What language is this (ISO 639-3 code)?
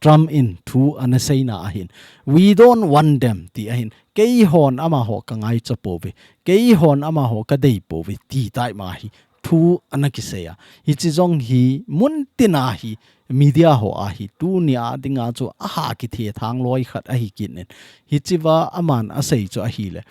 tcz